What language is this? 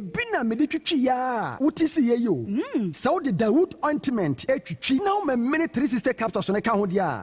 Akan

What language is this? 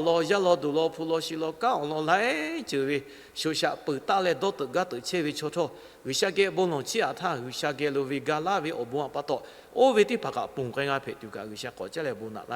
Lahu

